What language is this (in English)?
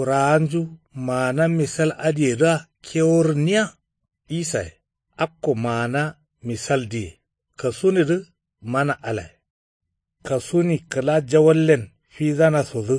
Kanuri